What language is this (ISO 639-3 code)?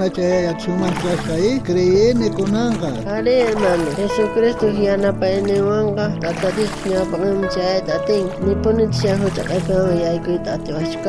quh